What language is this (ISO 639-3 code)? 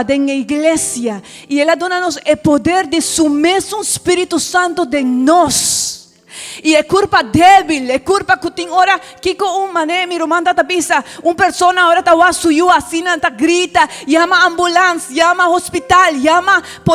pap